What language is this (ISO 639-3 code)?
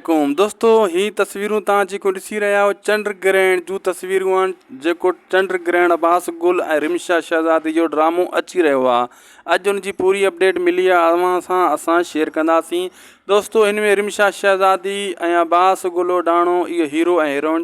snd